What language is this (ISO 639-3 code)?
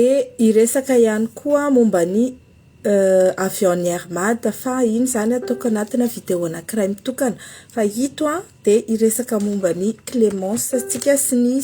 mlg